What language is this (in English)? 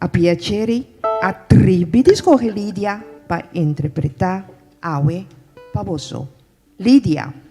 Papiamento